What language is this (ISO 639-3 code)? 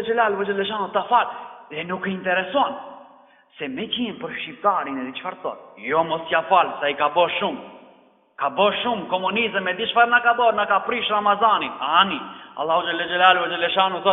sqi